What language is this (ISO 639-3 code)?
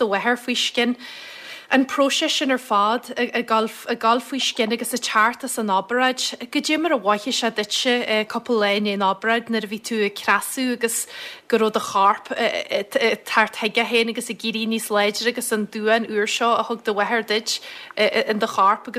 gle